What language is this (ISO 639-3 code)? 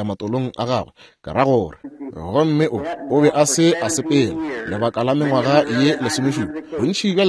nso